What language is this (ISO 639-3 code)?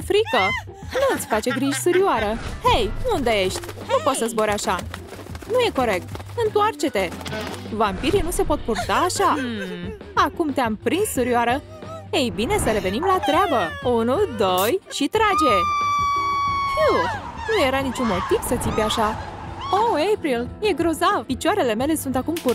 ron